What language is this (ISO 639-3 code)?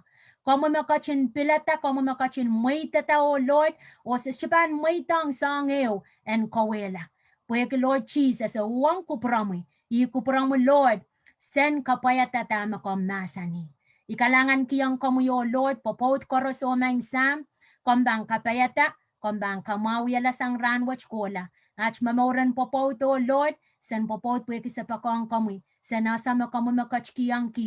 pon